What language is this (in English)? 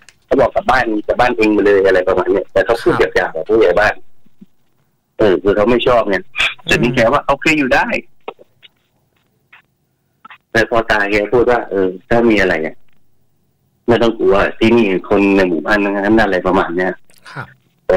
Thai